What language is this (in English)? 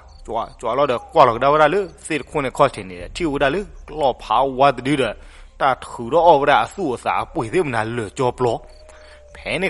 S'gaw Karen